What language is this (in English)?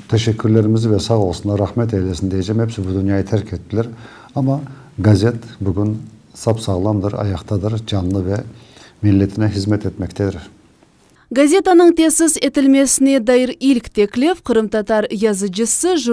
Crimean Tatar